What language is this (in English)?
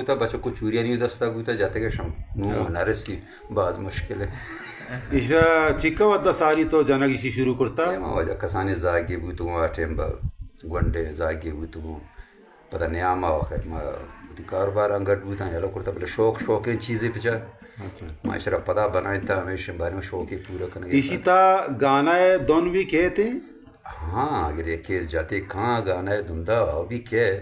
Eastern Balochi